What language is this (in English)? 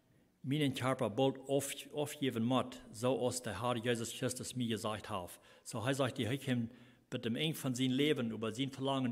Plautdietsch